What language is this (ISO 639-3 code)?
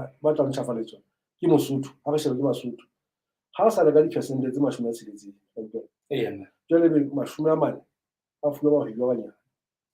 sot